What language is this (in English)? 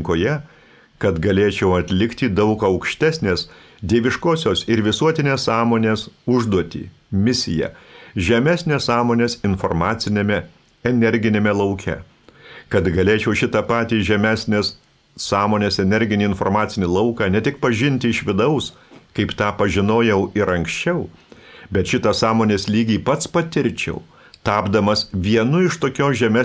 Lithuanian